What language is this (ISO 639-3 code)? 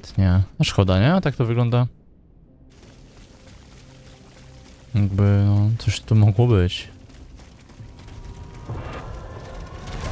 pol